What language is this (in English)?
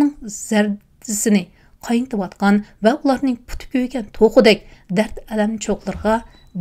Uyghur